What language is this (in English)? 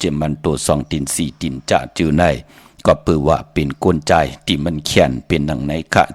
Shan